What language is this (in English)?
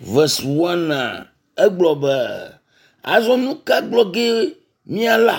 Ewe